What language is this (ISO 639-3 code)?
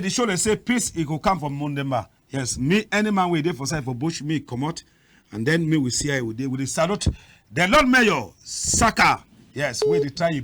wes